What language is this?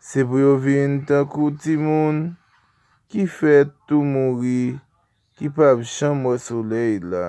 Haitian Creole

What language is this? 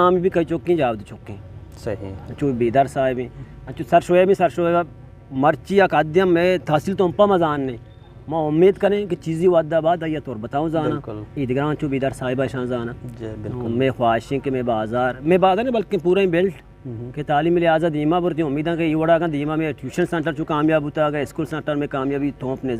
Eastern Balochi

